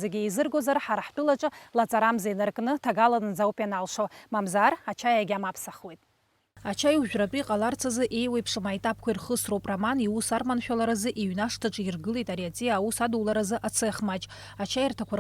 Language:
Abkhazian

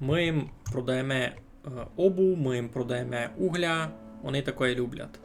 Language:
Rusyn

